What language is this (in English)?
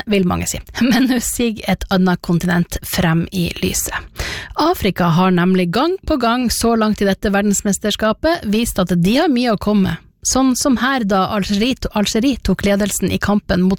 Norwegian